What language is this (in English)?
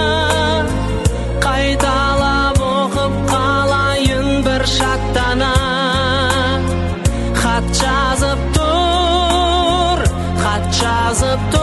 Kazakh